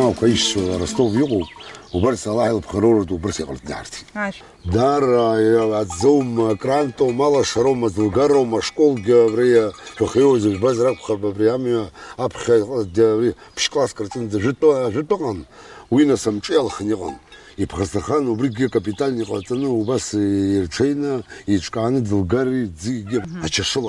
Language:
Abkhazian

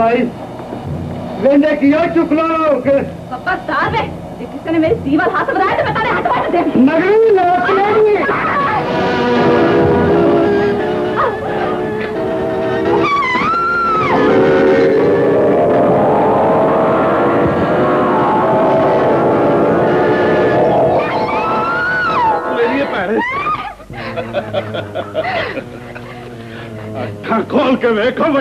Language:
Punjabi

